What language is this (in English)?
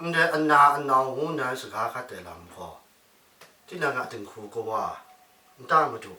Kachin